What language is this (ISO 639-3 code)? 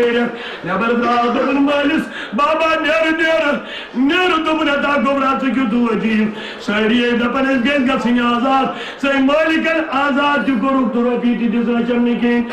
kas